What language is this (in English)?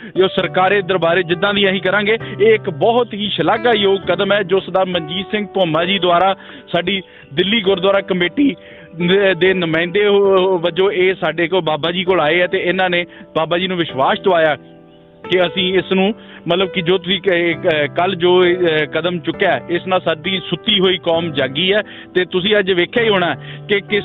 Punjabi